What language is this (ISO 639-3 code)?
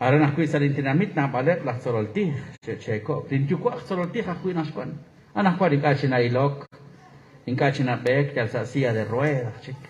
kek